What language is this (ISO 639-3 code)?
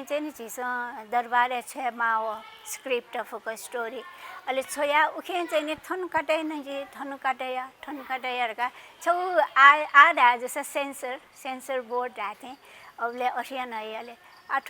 new